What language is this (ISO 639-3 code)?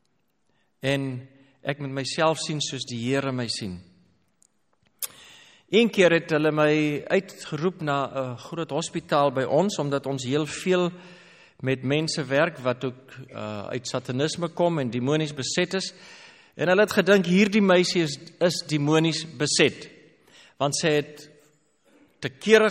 afr